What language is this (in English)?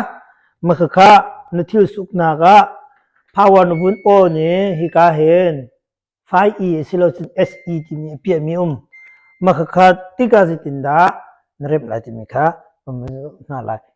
Hakha Chin